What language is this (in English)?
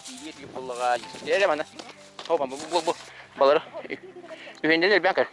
Yakut